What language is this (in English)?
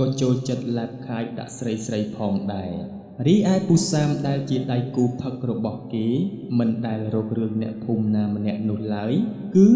Khmer